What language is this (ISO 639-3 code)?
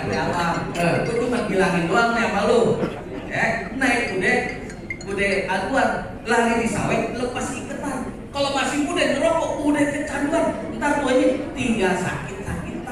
bew